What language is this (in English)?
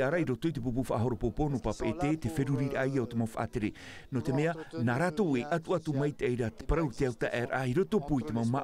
Tahitian